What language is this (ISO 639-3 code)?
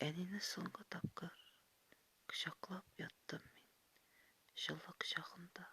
tat